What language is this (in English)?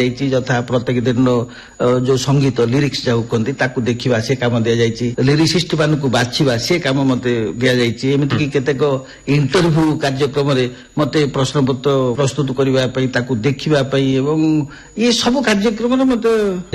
Odia